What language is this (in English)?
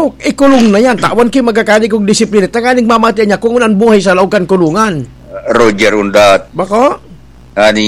Bikol